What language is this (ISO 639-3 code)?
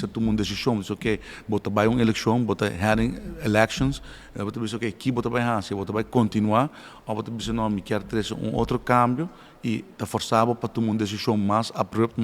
pap